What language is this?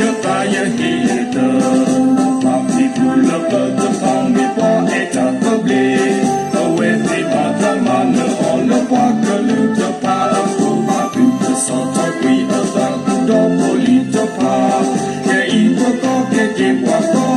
S'gaw Karen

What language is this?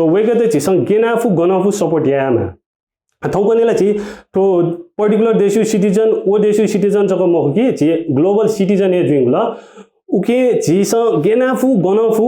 Newari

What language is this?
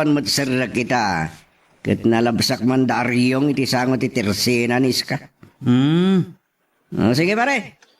Iloko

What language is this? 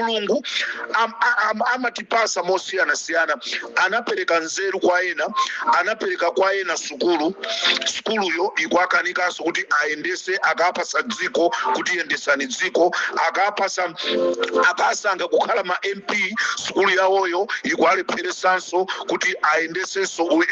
Nyanja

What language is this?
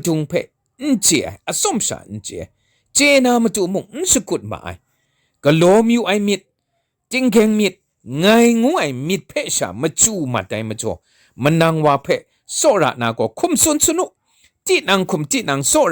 Kachin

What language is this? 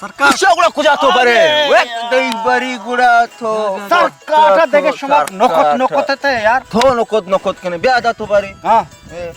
Baluchi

